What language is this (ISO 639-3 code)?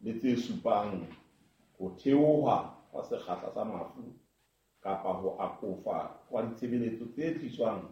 sot